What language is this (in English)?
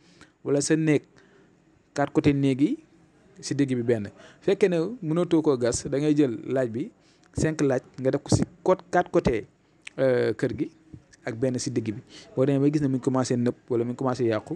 Wolof